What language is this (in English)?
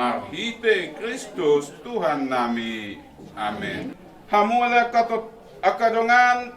Batak Toba